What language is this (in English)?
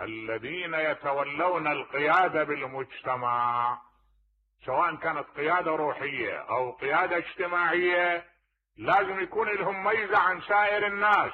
Mesopotamian Arabic